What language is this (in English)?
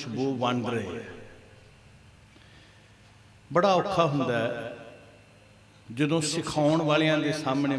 Punjabi